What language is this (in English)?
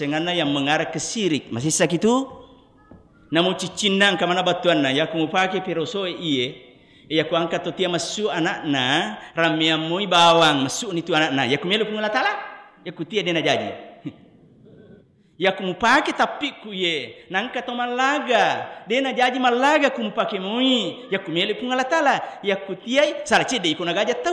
Buginese